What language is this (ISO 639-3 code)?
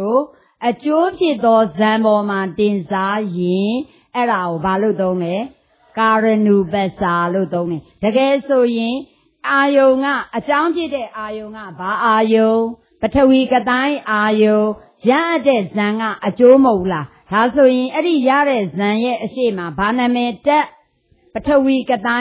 mya